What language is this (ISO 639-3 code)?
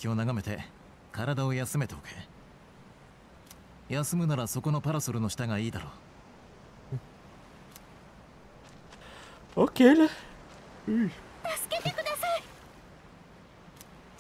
jpn